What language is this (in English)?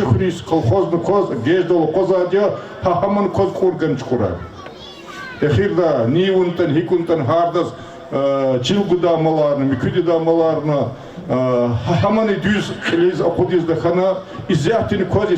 Lezghian